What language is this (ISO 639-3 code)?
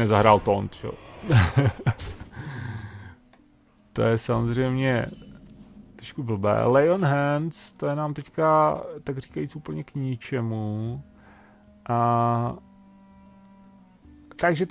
ces